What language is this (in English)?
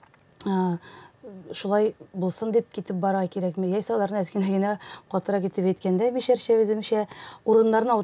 Tatar